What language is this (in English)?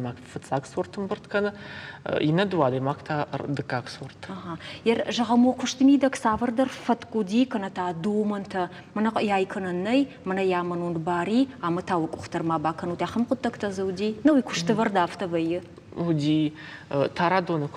Ossetic